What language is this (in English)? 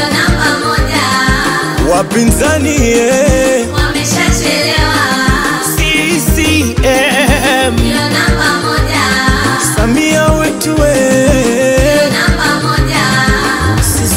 Swahili